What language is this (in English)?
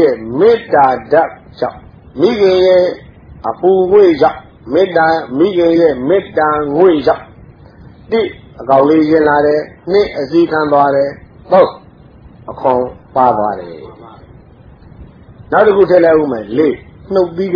Burmese